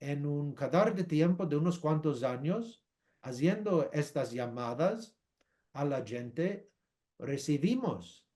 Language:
Ladino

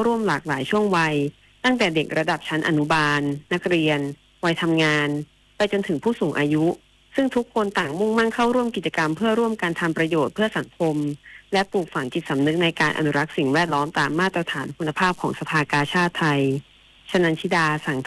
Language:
Thai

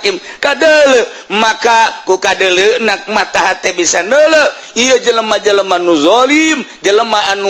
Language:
Sundanese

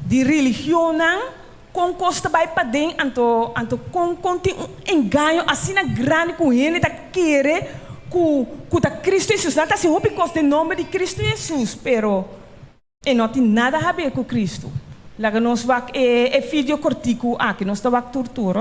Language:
Papiamento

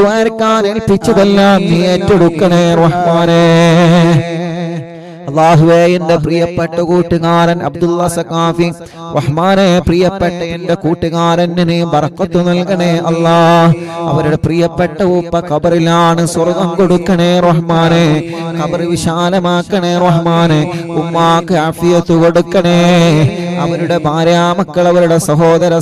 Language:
Malayalam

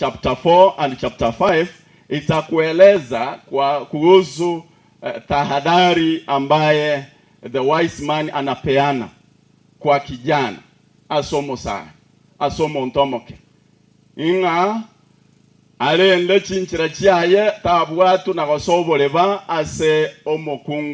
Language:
Gusii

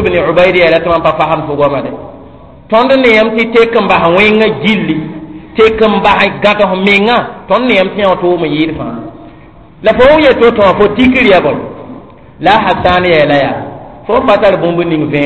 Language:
Mossi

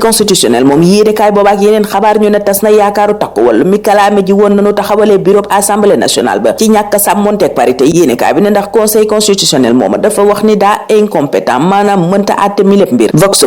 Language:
Wolof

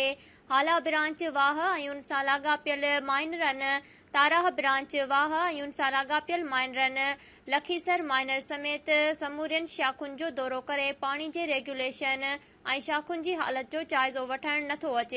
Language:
Sindhi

